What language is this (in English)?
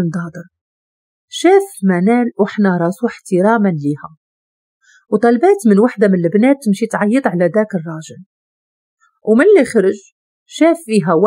Moroccan Arabic